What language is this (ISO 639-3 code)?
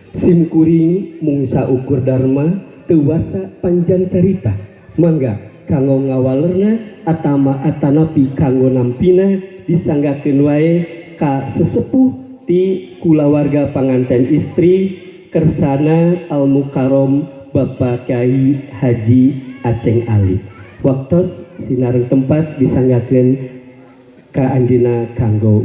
sun